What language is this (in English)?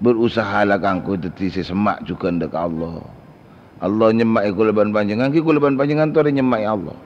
Madurese